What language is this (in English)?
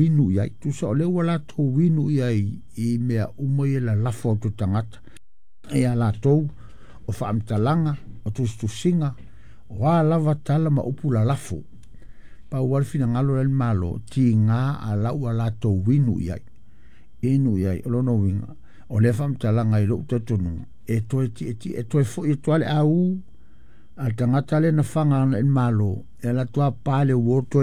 Samoan